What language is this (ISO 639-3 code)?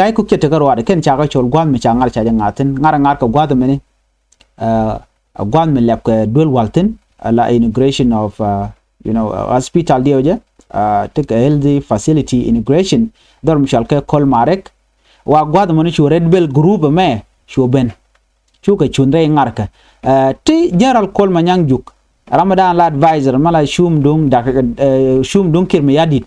nus